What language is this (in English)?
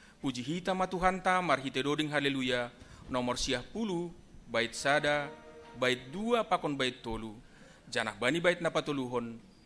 Batak Simalungun